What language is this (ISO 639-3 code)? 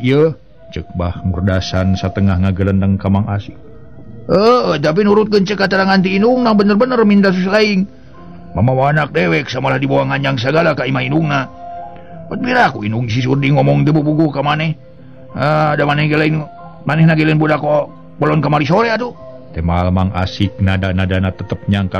sun